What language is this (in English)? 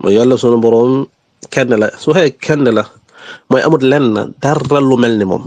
Wolof